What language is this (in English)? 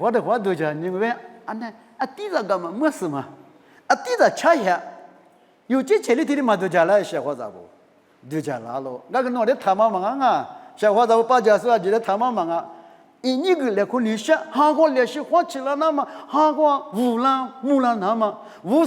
Lisu